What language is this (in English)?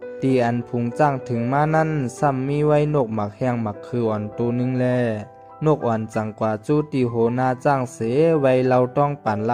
Shan